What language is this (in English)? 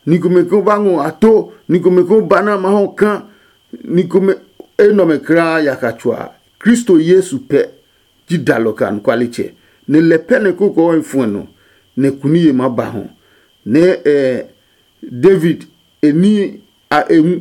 Adangme